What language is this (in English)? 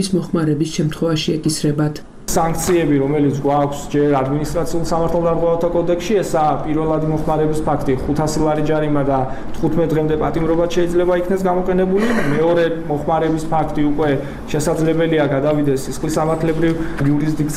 Georgian